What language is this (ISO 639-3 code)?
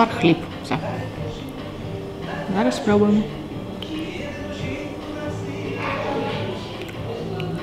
ukr